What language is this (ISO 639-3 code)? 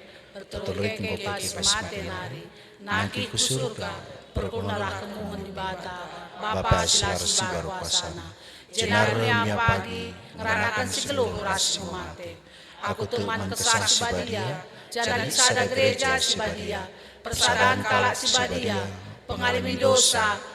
btx